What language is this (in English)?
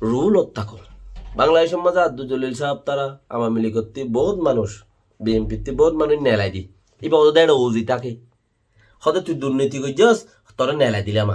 Rohingya